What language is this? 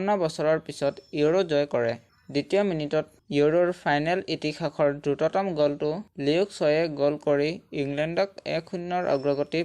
Assamese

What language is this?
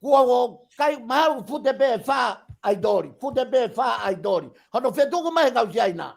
Tongan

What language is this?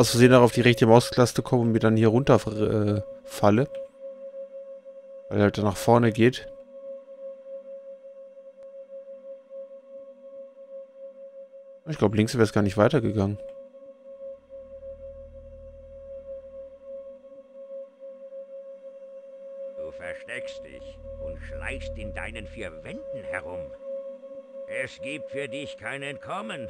German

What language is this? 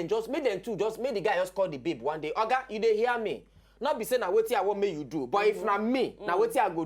Nigerian Pidgin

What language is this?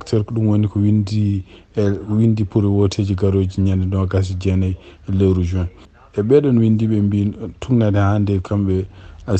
Fula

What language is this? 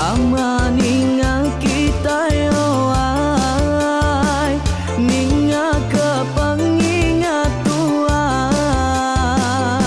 Iban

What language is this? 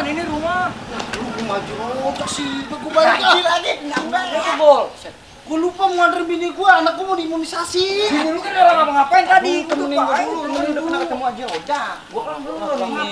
Betawi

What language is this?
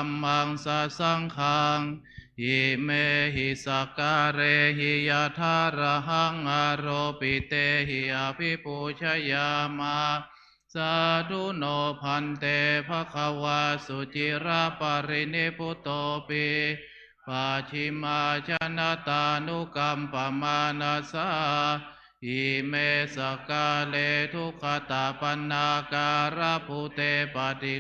Pali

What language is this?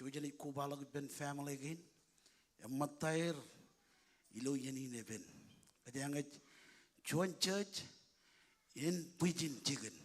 Marshallese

